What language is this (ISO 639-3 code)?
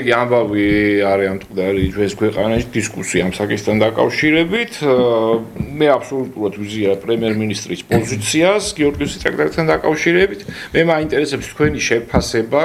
kat